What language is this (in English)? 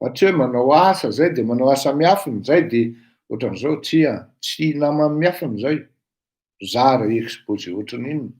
Malagasy